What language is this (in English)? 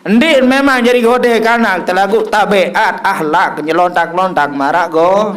Sasak